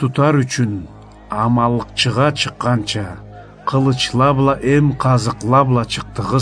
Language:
Karachay-Balkar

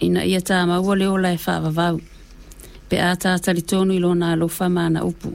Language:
Samoan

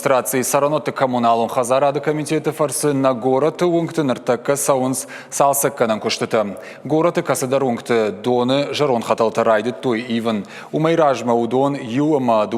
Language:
Ossetic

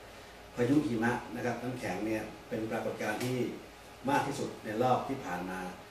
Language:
Thai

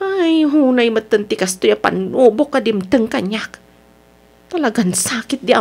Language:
Iloko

